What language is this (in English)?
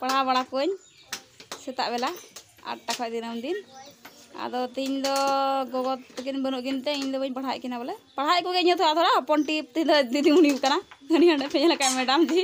Santali